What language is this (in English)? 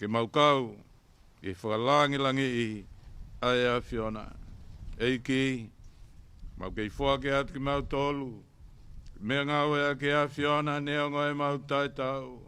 Tongan